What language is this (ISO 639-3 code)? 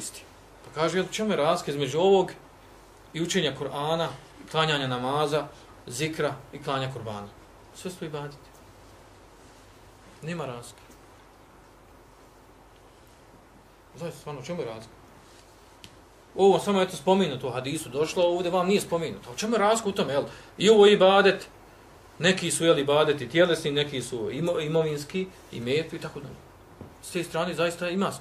bos